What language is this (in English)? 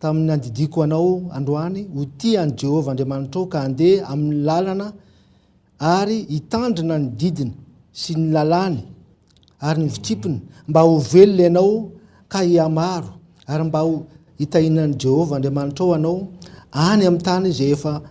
Malagasy